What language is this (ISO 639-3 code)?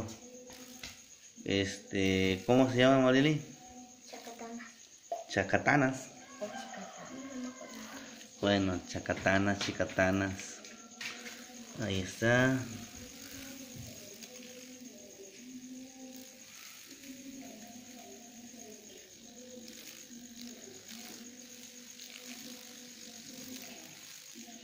spa